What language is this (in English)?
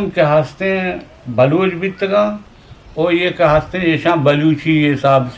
Eastern Balochi